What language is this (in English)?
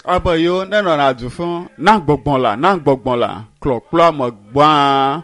Ewe